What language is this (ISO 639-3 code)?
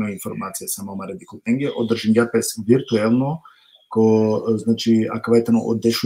rmn